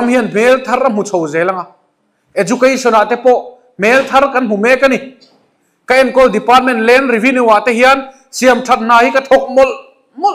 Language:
Mizo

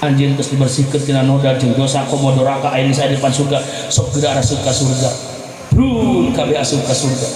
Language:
Sundanese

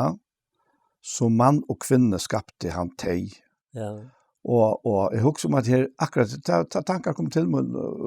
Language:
Faroese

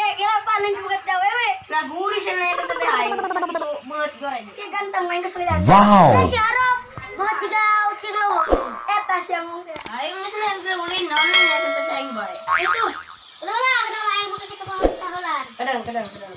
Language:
Sundanese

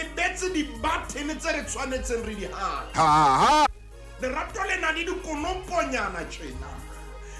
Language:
Southern Sotho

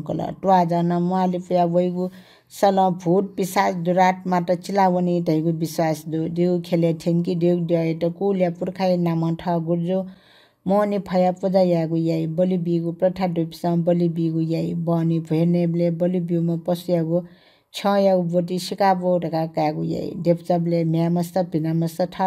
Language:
Newari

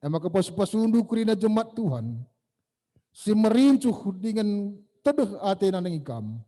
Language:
Batak Karo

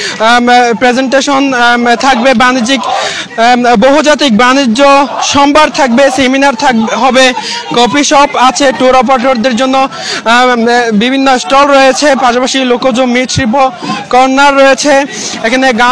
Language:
Bangla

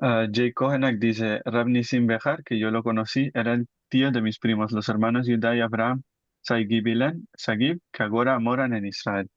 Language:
Ladino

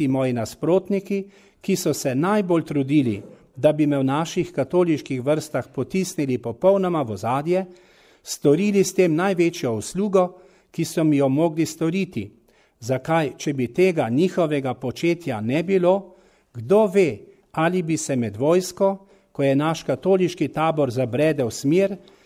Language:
Slovenian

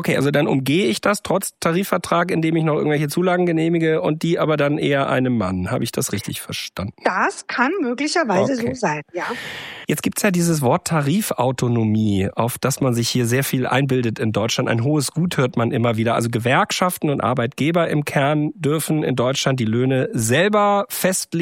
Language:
German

